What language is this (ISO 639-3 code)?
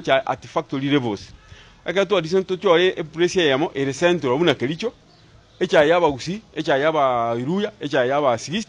guz